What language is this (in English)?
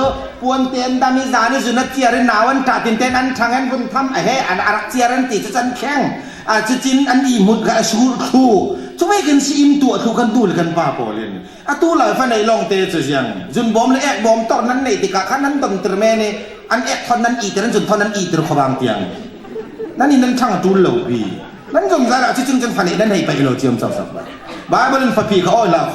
Falam Chin